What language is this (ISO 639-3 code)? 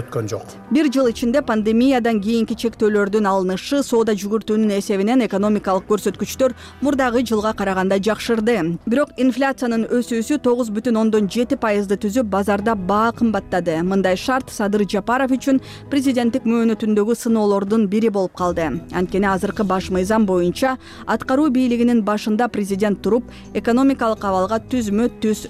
kir